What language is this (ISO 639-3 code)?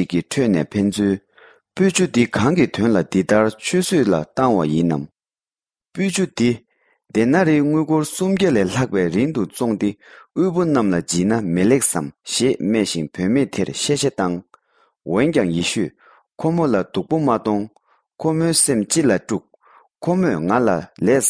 bod